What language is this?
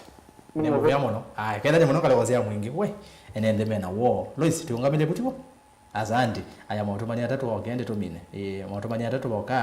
Kamba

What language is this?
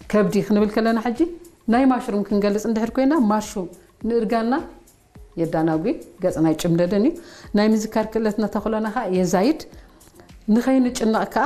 Tigrinya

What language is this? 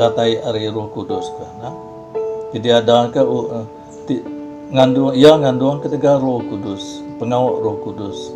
Iban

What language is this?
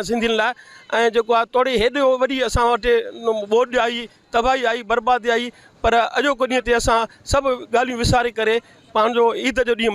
Sindhi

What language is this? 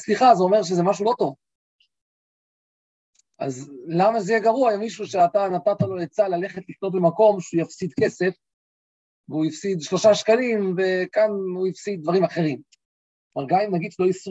Hebrew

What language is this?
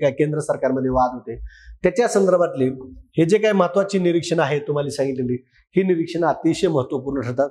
Marathi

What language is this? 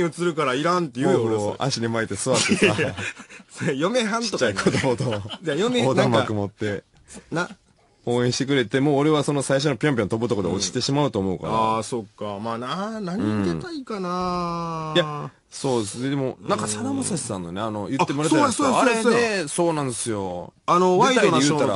Japanese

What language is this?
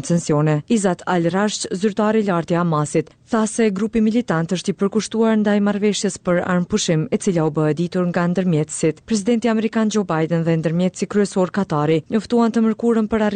Albanian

